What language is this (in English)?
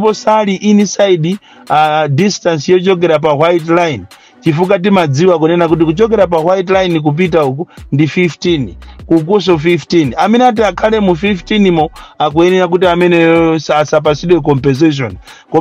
Nyanja